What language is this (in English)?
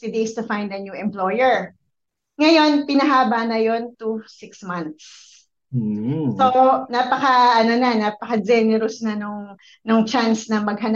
Filipino